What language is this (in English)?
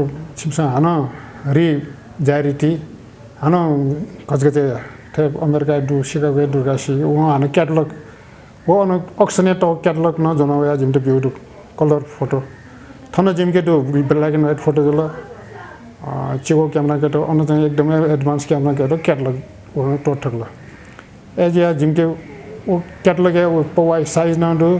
Newari